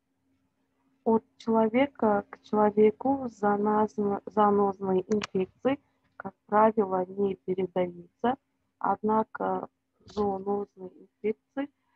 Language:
Russian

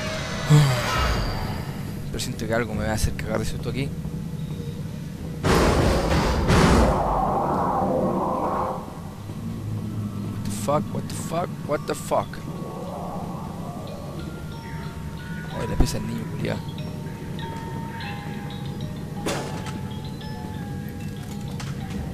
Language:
Spanish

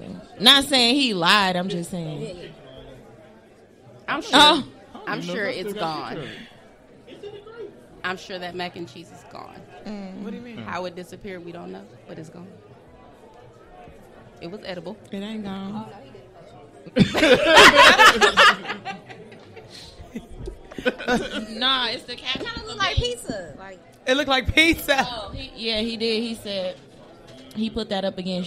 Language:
English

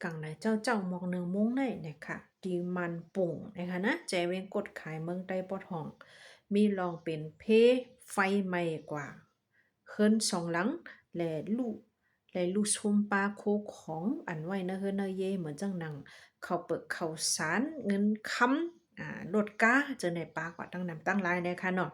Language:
Shan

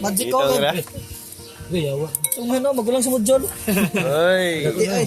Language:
Cebuano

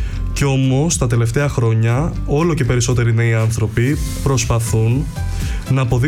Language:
Greek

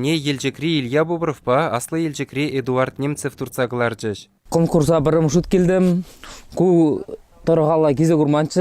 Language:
Chuvash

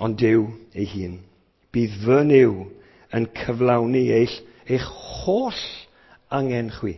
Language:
Welsh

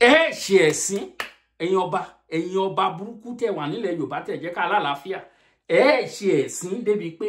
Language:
Yoruba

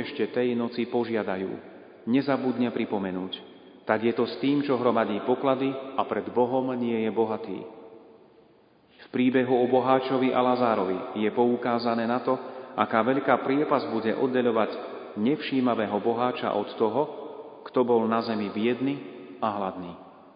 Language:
Slovak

